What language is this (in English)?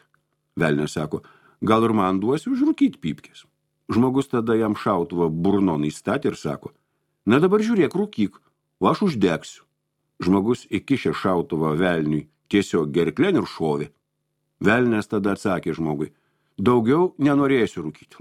Lithuanian